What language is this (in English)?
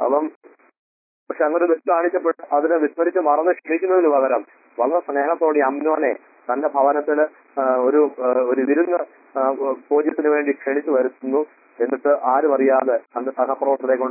Malayalam